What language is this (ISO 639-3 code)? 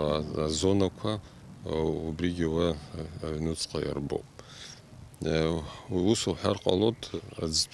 abk